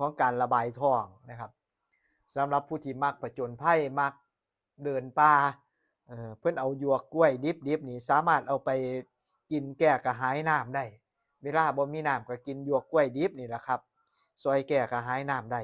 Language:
Northeastern Thai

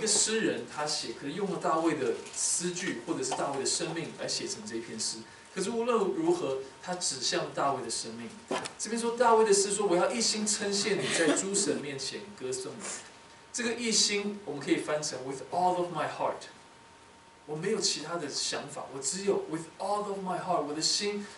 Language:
Chinese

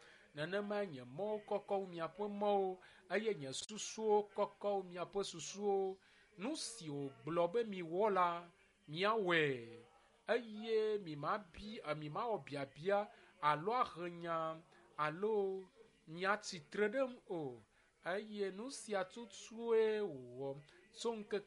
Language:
Ewe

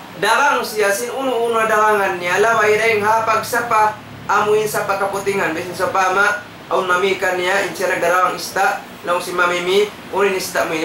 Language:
Tausug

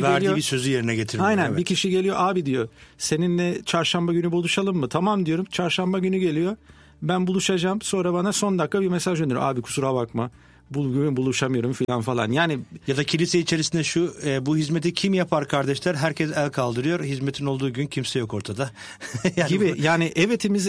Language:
Turkish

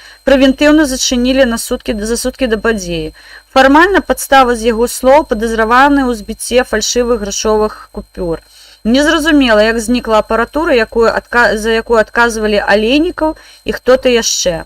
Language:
Belarusian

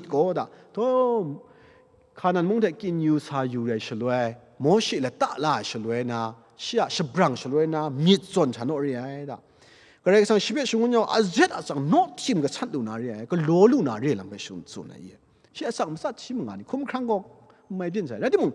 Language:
Kachin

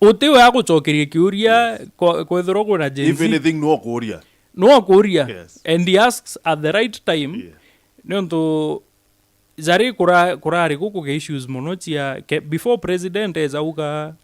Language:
Meru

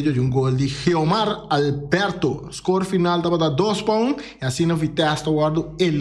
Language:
Papiamento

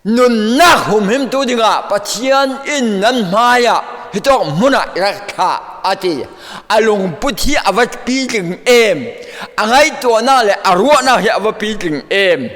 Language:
Falam Chin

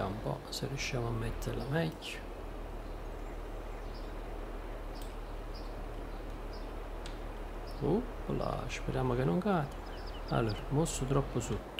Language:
Italian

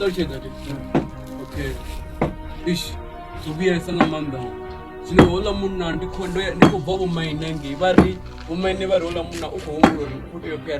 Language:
Venda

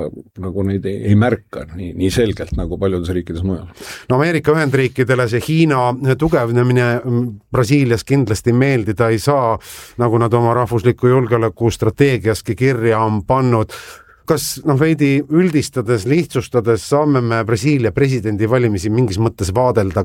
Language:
Estonian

